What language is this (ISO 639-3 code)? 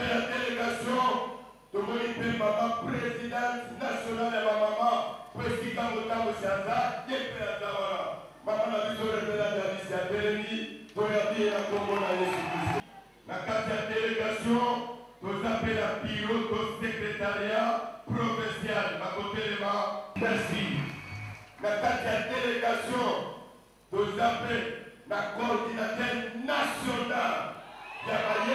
fra